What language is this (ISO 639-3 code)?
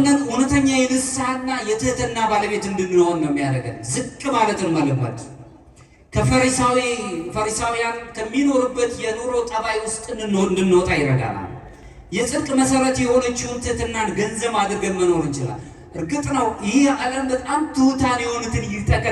amh